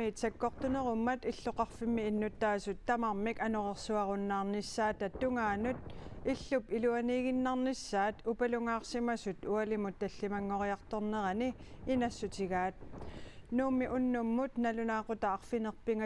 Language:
Kalaallisut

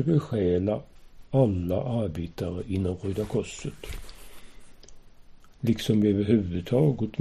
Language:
Swedish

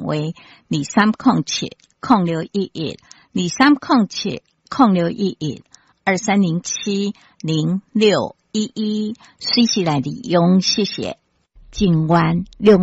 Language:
Min Nan Chinese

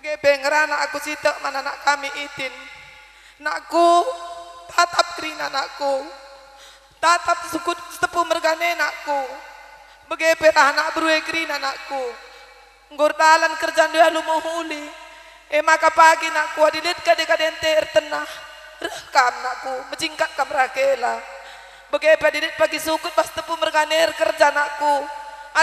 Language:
Batak Karo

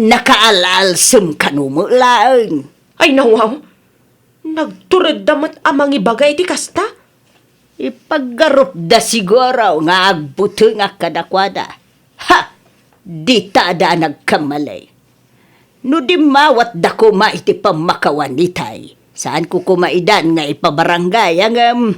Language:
Iloko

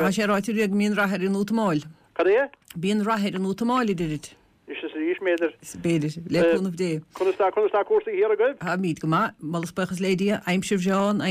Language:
Irish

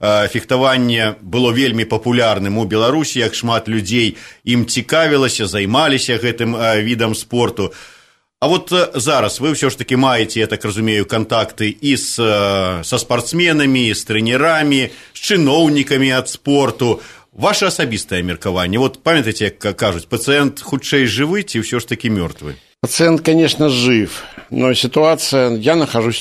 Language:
Belarusian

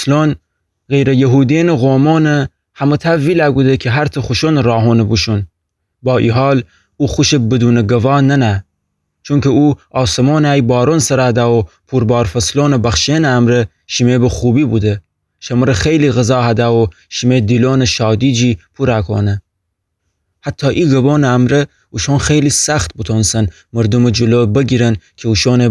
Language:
Gilaki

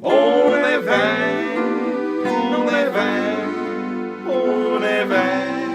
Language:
Bavarian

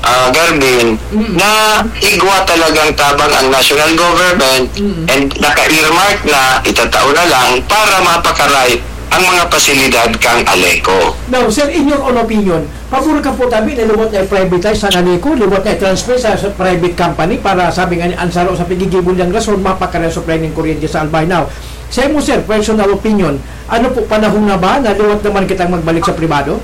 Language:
Bikol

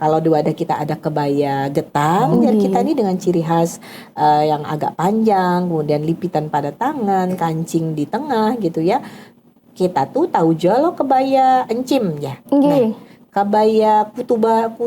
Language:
Banjar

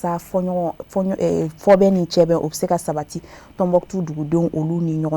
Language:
Bambara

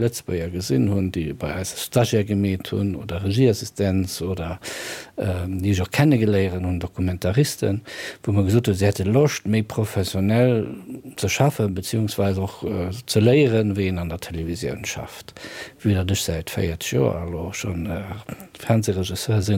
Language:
Luxembourgish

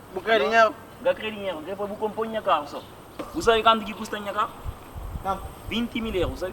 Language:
Kabuverdianu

